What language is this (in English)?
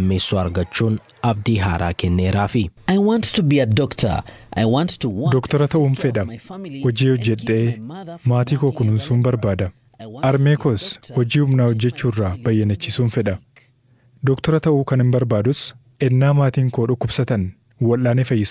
Oromo